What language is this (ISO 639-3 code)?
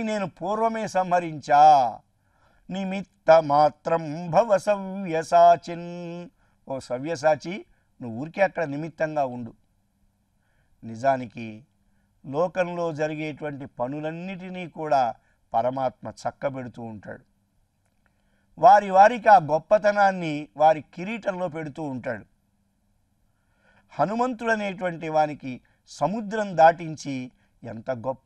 tel